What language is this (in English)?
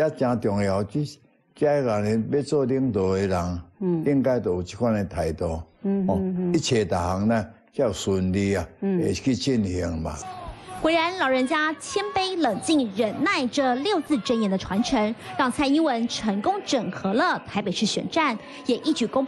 Chinese